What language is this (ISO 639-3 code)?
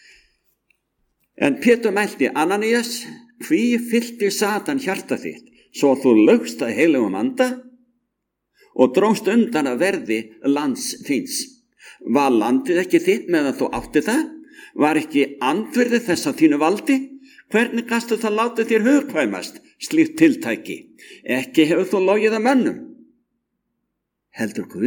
isl